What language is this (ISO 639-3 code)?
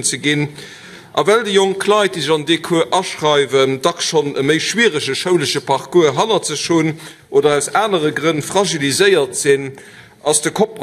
ltz